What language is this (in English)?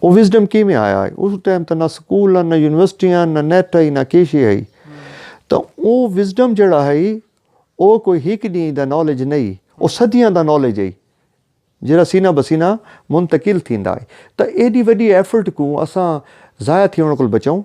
Saraiki